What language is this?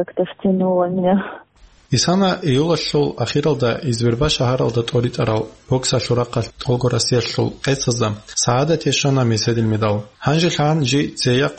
Avaric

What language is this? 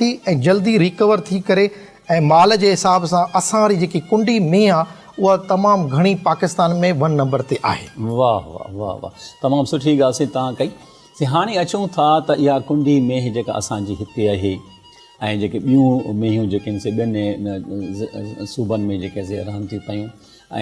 Sindhi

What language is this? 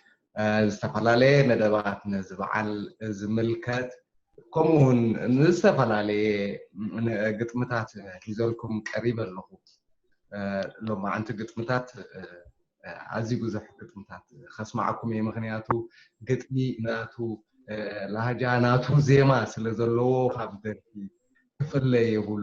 Tigrinya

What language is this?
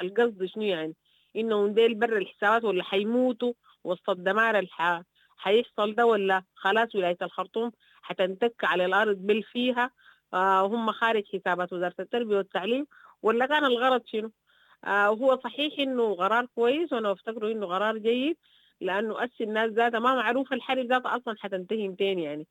Sudanese Arabic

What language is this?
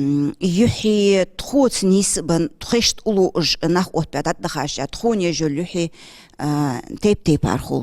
Ingush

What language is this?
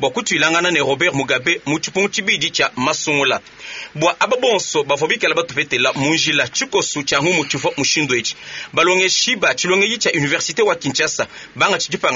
Luba-Lulua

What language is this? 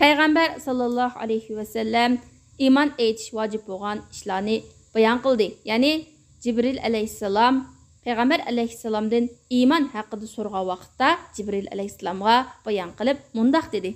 Uyghur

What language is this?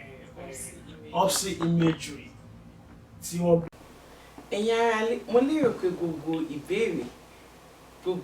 Yoruba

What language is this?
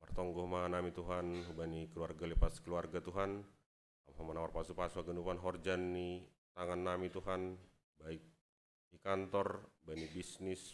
Batak Simalungun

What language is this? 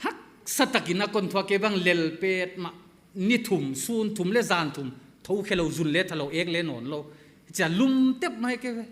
Paite Chin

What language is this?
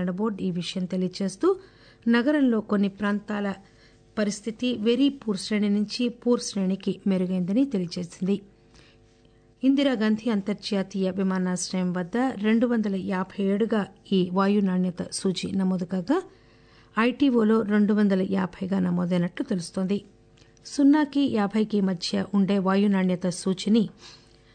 Telugu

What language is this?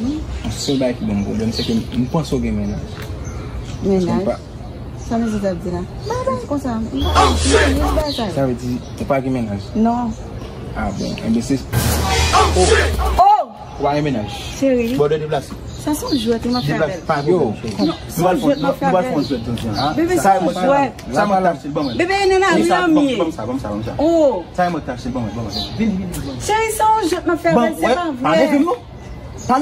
Haitian Creole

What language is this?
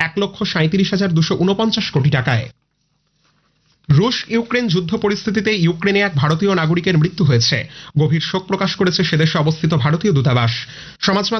Bangla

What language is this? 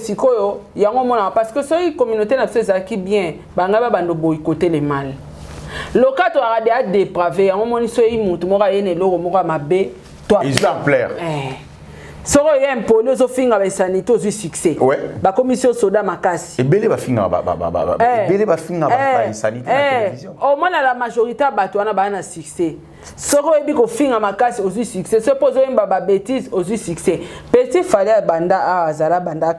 Lingala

